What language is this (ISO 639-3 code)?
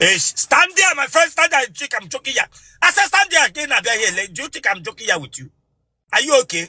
ibo